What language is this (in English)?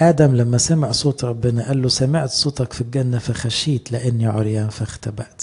Egyptian Arabic